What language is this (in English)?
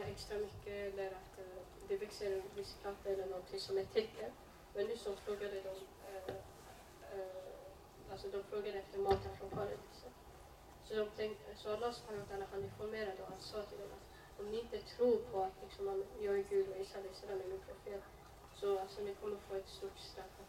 Swedish